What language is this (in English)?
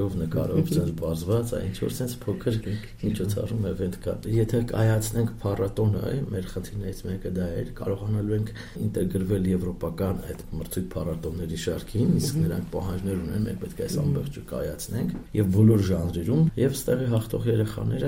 Armenian